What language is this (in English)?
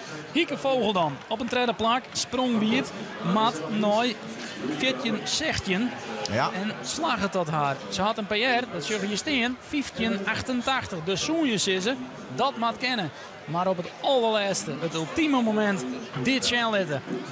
Western Frisian